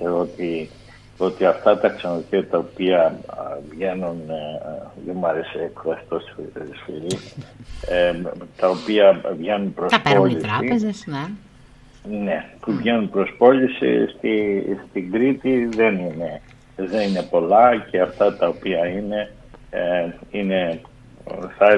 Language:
Greek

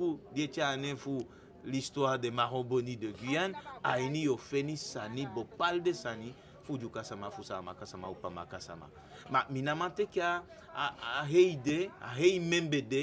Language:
Eastern Maroon Creole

